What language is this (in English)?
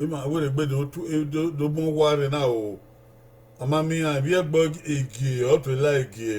Bini